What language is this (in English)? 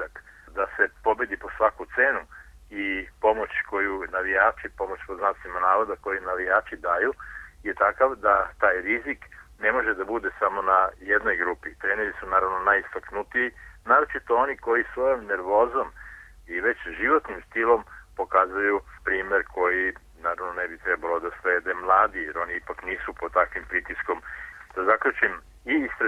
Serbian